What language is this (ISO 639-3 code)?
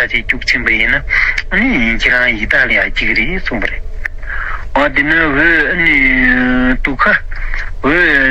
bod